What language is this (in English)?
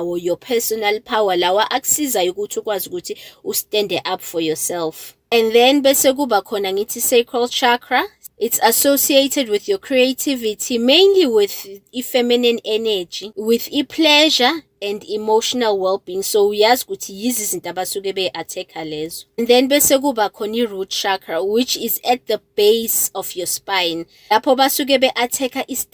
Zulu